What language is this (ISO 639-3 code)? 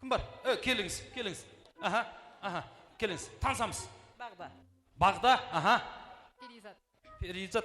kaa